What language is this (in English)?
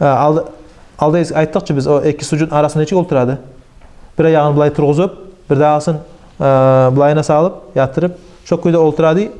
Kumyk